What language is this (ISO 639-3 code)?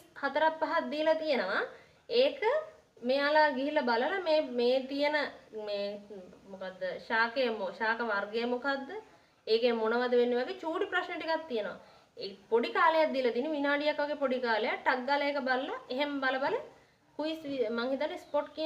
sin